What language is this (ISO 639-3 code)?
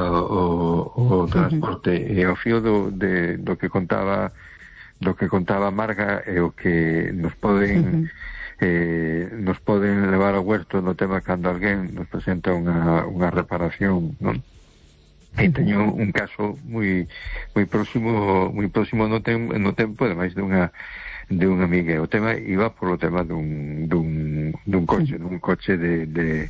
glg